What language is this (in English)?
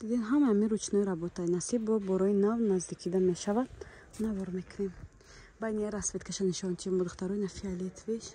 Tajik